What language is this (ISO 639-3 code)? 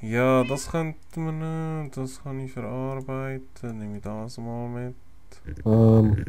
gsw